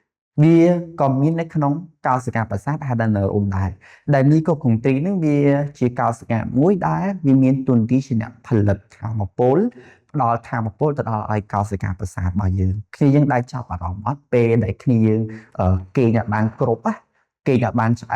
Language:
Khmer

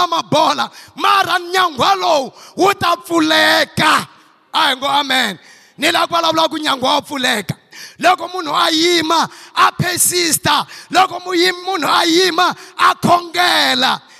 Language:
Tsonga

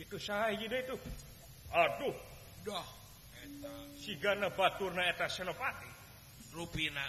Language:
Sundanese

